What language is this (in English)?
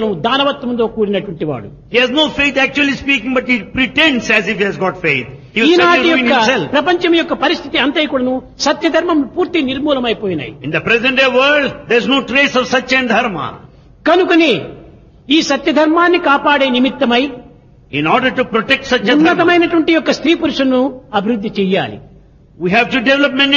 Telugu